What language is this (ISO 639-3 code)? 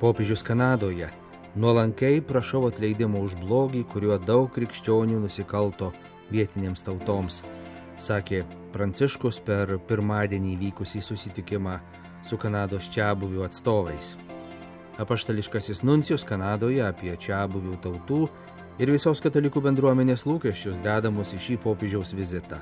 lit